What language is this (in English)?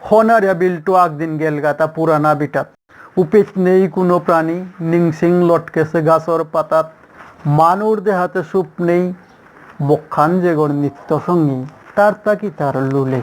Bishnupriya